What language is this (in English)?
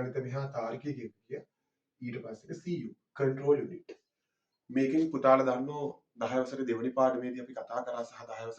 Sinhala